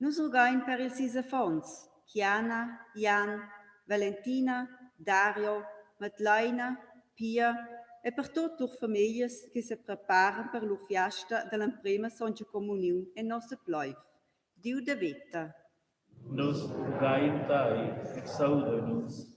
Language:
Romansh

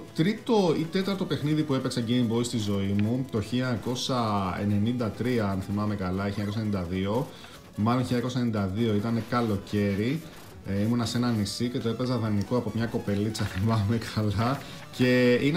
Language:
Greek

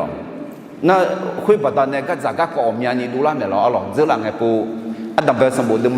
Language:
Akha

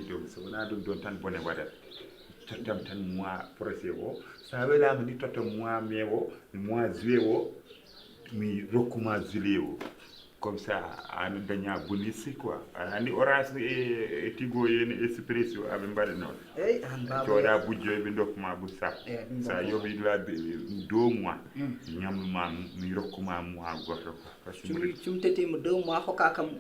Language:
Fula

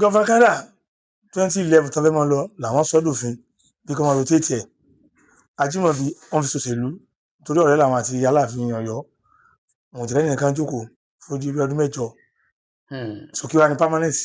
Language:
Yoruba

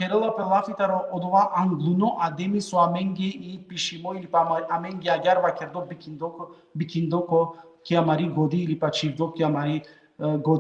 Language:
Balkan Romani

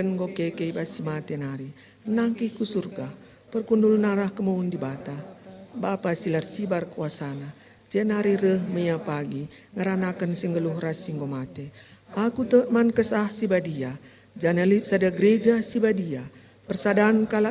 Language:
Batak Karo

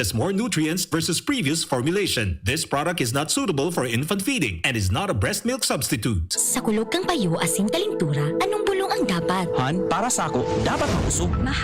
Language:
Bikol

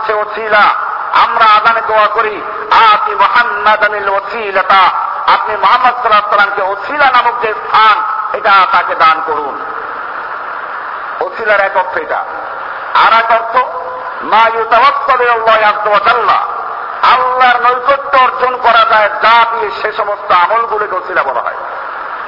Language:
Bangla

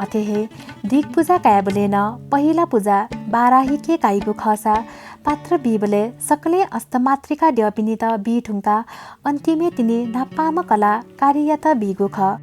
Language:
Newari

